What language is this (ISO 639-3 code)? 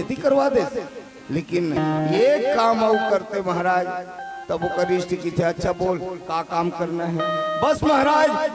hne